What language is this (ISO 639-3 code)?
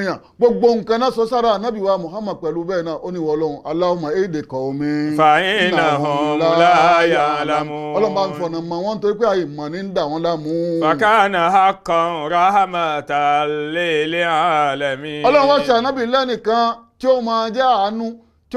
yor